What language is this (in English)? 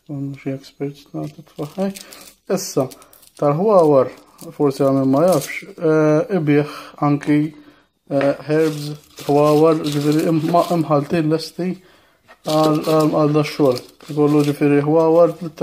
Maltese